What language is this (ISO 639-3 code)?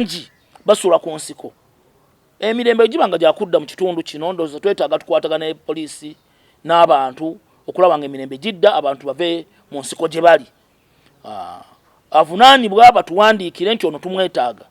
lug